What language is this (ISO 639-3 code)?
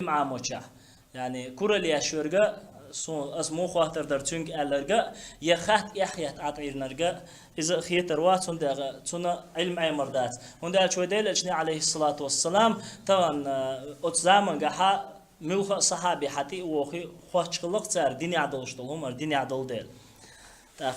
che